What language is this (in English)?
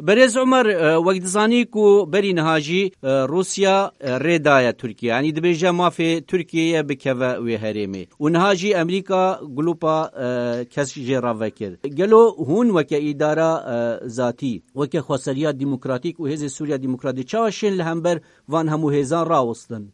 Kurdish